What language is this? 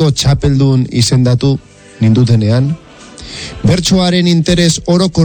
Basque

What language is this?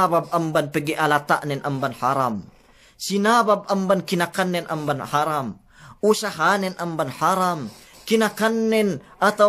Yakan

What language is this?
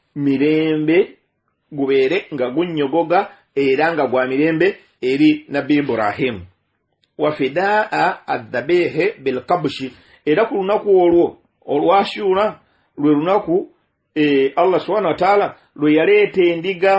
Ganda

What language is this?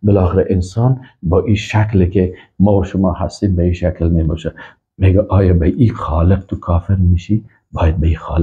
Persian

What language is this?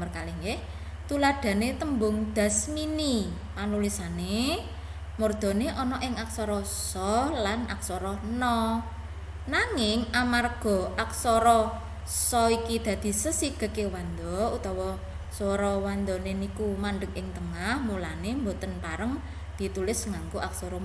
Javanese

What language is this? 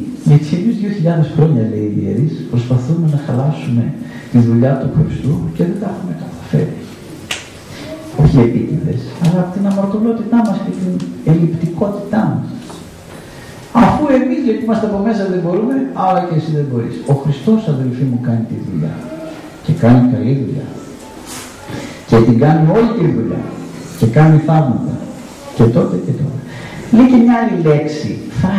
Greek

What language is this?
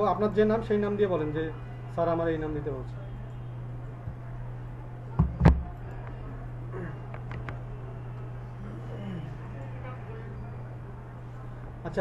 Bangla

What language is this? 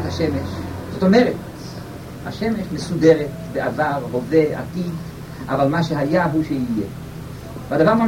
Hebrew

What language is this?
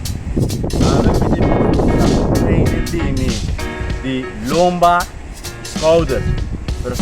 Papiamento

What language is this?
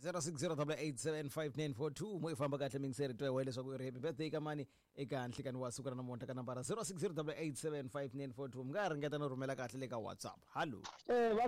Tsonga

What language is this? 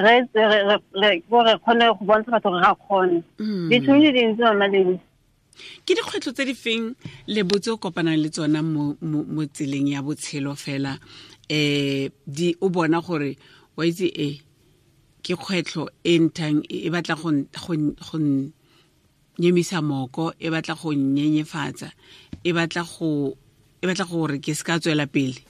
Tswana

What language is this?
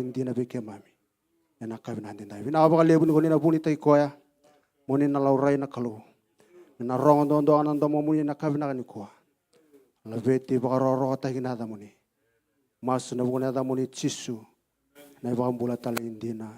Fijian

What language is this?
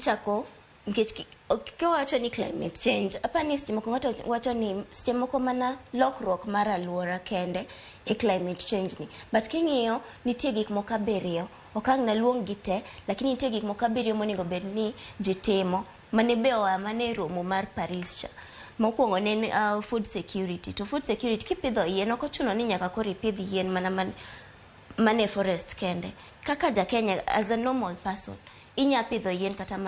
Luo (Kenya and Tanzania)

